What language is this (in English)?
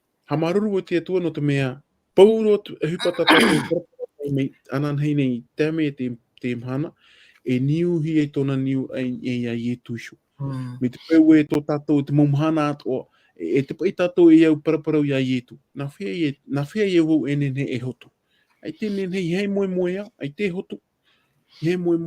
Tahitian